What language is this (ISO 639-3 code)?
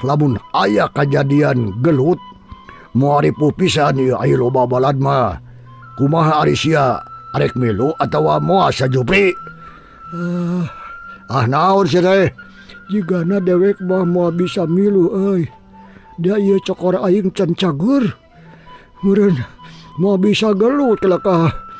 sun